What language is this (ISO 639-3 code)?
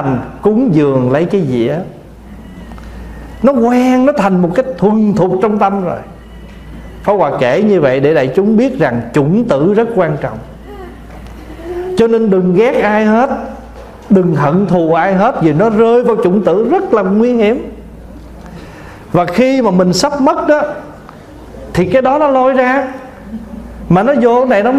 vie